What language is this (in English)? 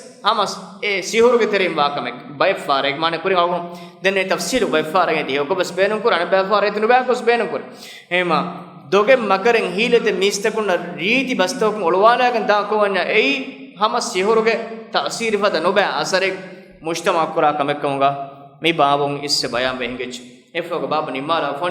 Divehi